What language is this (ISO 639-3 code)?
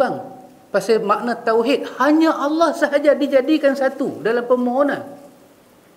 msa